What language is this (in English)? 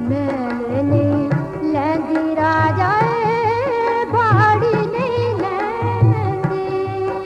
Dogri